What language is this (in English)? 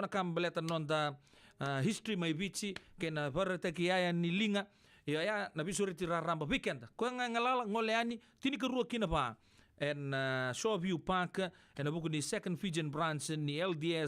Fijian